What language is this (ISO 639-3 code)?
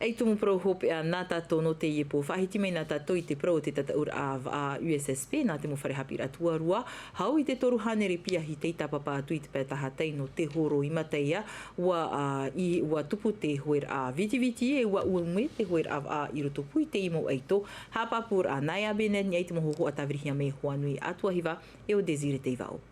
tah